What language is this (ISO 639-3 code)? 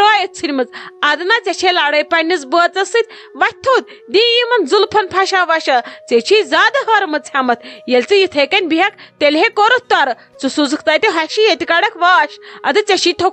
kas